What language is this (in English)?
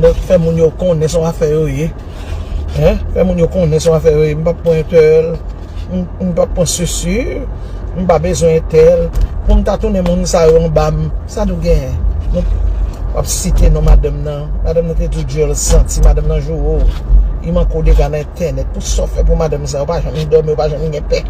Haitian Creole